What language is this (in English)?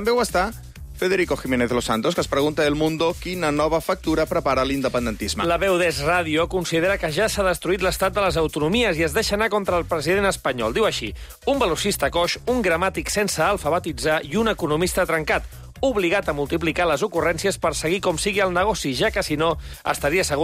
Catalan